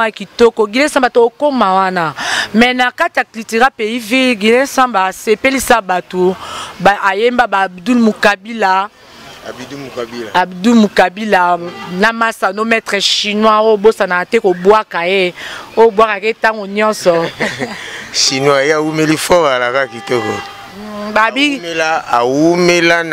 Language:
Lingala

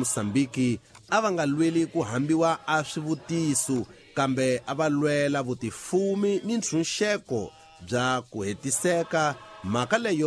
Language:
Tsonga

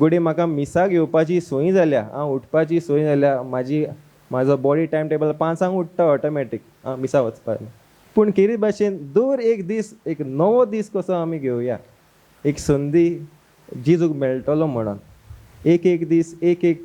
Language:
Konkani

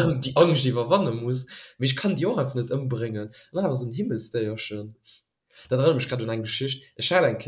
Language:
Luxembourgish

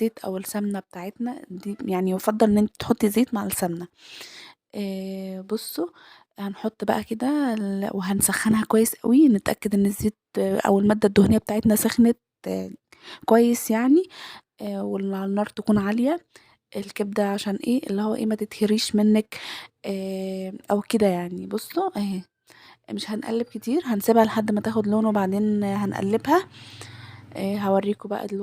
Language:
Egyptian Arabic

